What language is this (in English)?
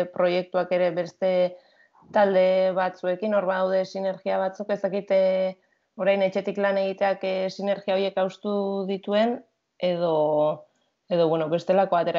Basque